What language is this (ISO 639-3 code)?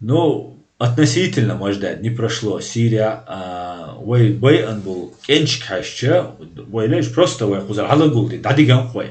che